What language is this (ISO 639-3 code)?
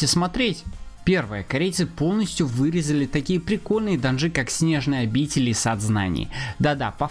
rus